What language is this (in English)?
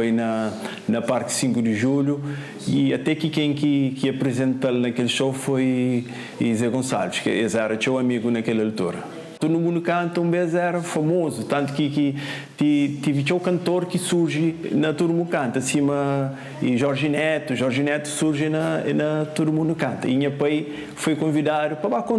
Kabuverdianu